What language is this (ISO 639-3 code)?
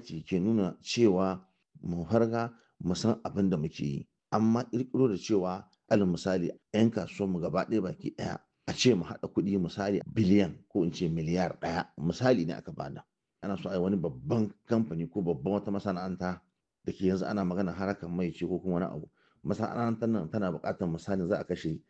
hau